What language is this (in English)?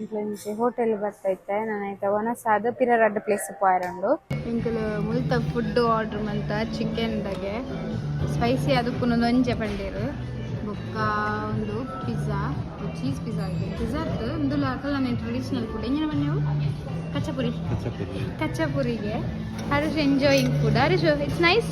Tulu